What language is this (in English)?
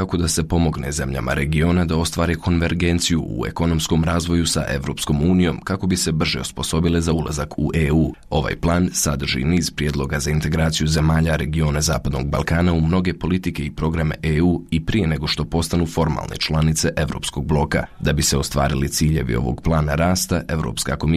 Bosnian